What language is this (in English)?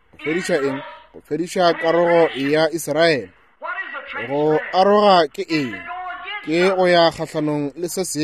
Northern Sotho